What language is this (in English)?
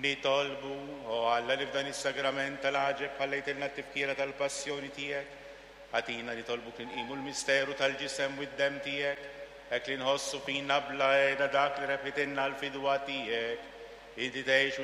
Maltese